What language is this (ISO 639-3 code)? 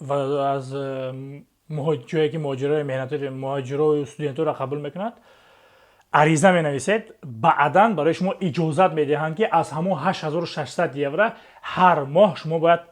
tgk